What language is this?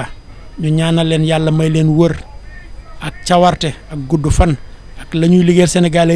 Wolof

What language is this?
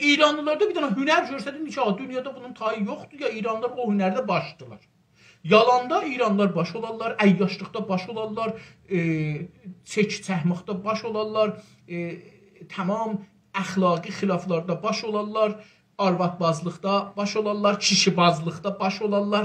South Azerbaijani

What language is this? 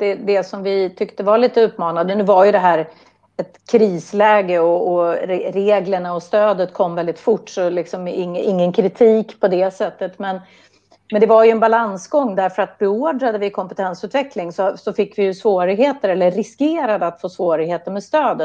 Swedish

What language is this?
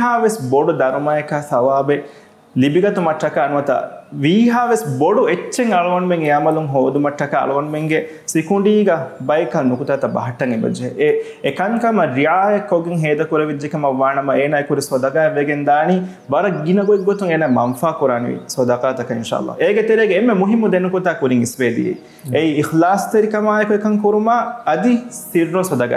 Divehi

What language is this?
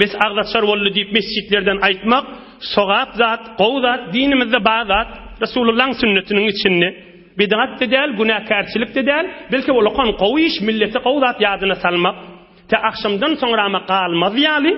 Turkmen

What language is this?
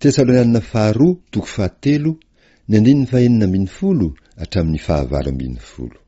Malagasy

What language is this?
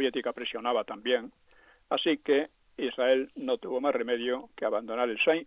Spanish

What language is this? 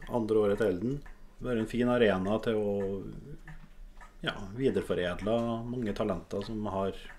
Norwegian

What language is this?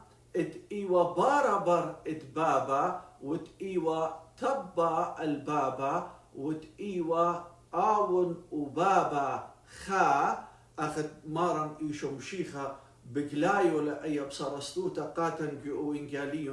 Assyrian Neo-Aramaic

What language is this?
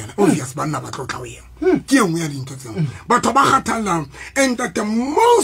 Southern Sotho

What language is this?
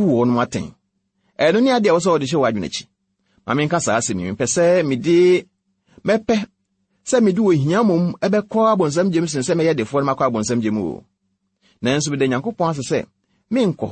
Akan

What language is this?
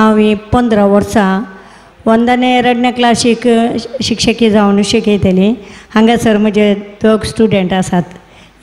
Konkani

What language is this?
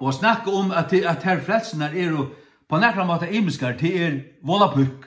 Faroese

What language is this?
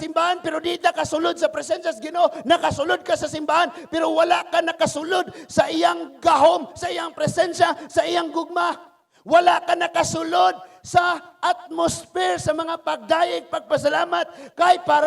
Cebuano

